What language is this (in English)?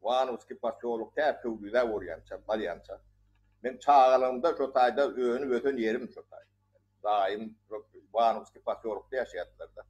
Turkmen